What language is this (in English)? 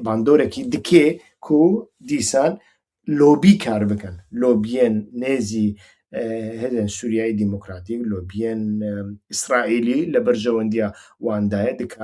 Central Kurdish